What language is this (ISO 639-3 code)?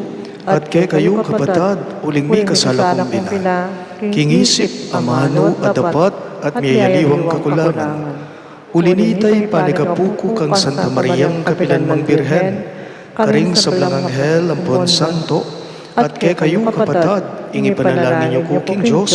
pam